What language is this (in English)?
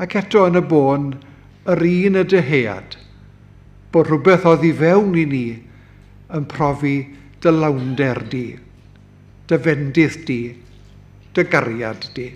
Welsh